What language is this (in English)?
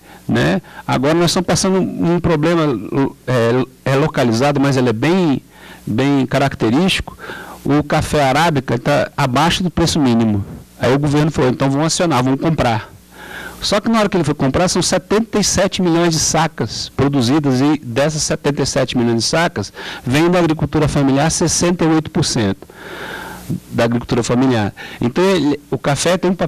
Portuguese